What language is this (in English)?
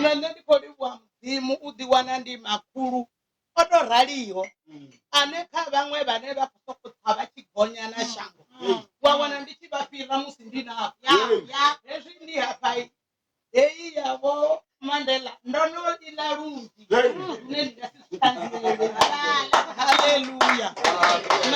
Venda